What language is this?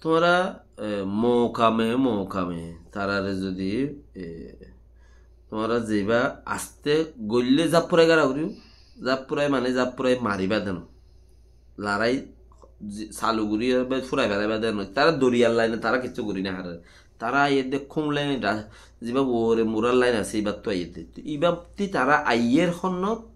Rohingya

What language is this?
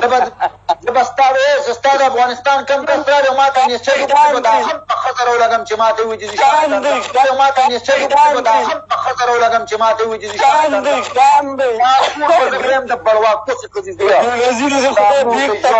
Pashto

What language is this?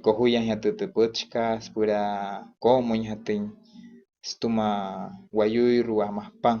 Wayuu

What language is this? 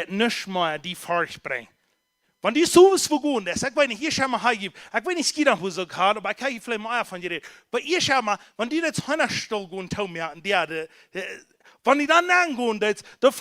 Plautdietsch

